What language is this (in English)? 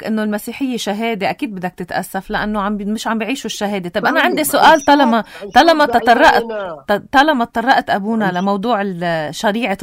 North Levantine Arabic